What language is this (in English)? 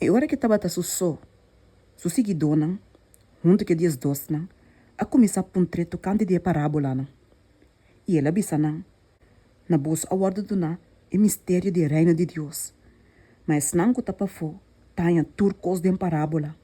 Papiamento